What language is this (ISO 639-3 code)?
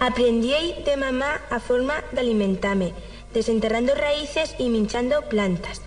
arg